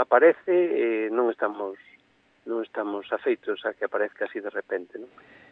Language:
Galician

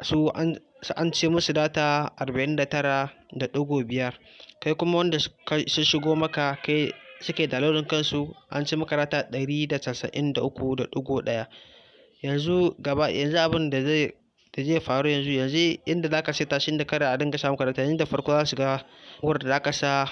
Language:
Hausa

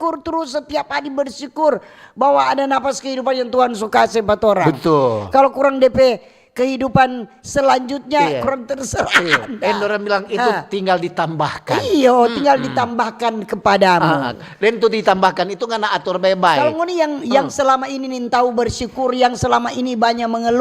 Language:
Manado Malay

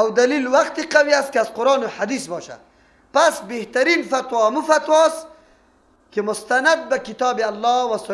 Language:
Persian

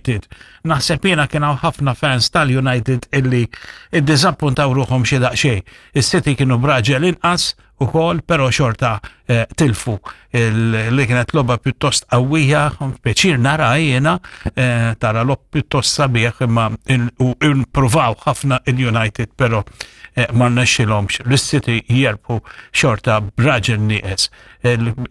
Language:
Maltese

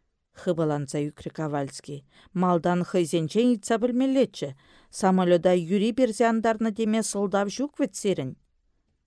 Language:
Chuvash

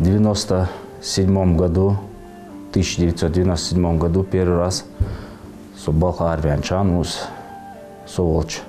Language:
Ingush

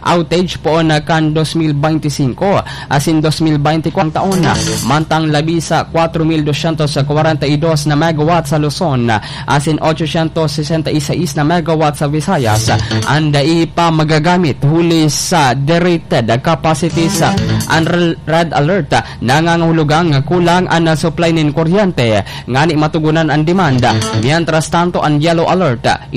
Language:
Bikol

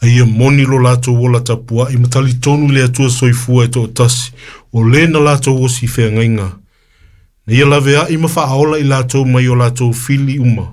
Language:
Samoan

